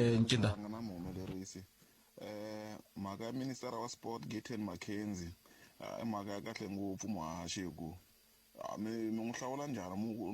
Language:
Tsonga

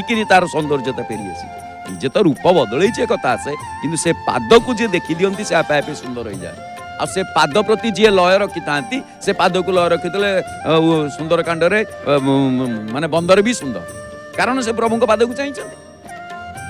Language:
Odia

